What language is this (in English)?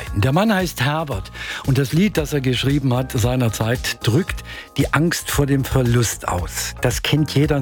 German